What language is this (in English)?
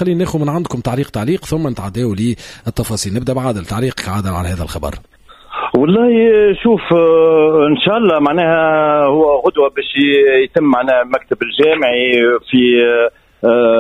Tunisian Arabic